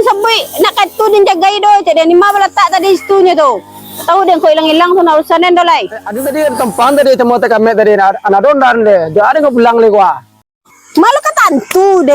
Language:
Minangkabau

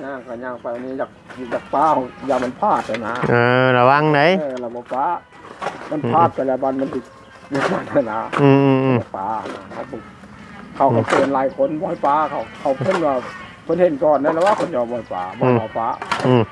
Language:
Northeastern Thai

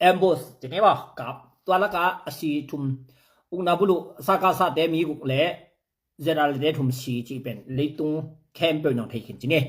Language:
Tedim Chin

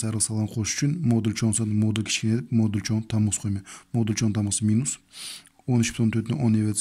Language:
Uyghur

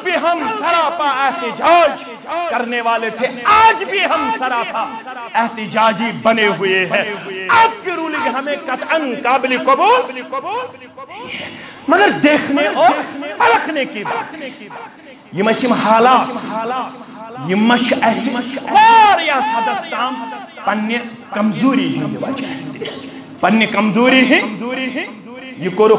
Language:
Kashmiri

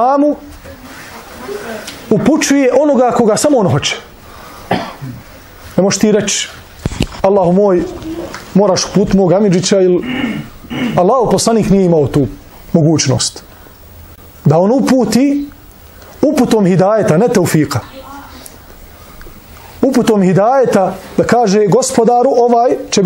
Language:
Bosnian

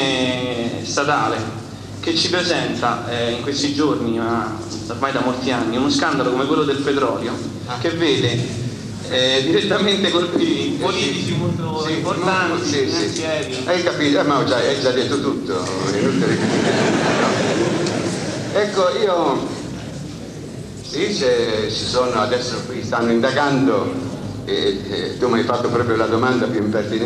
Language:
Italian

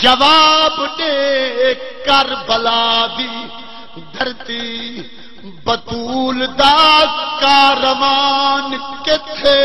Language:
Saraiki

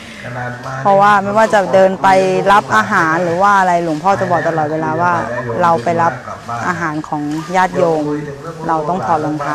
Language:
Thai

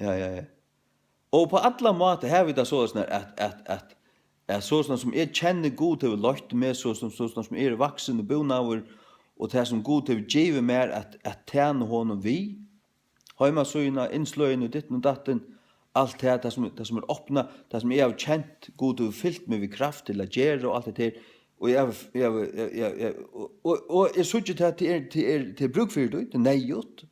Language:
Faroese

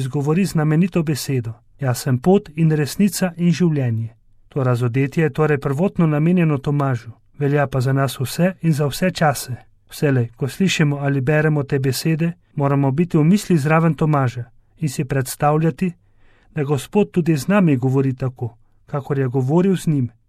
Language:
Slovenian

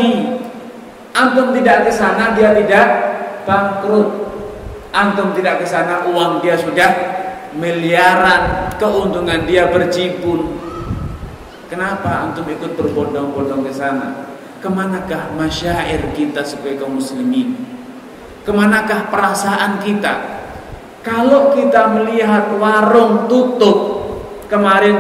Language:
Indonesian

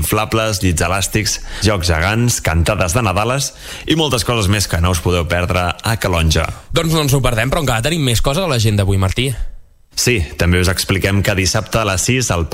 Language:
Catalan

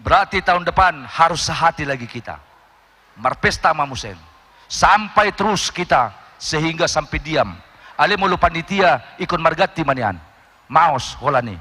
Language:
Batak Toba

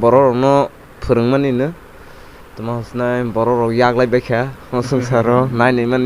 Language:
Kok Borok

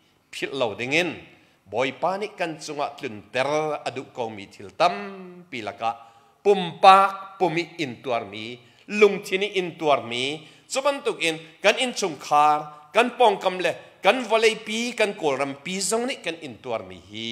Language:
Hakha Chin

